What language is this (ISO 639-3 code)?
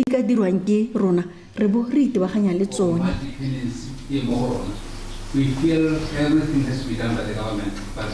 tsn